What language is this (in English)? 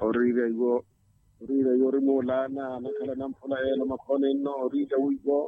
Makhuwa